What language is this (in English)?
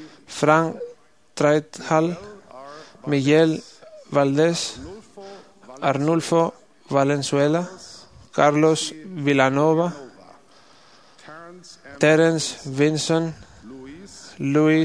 Greek